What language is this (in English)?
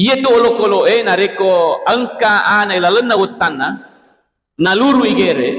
Buginese